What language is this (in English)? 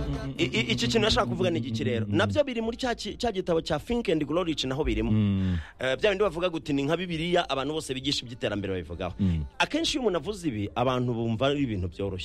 Kinyarwanda